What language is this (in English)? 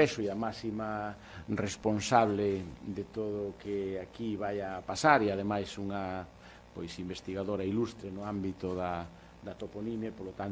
Galician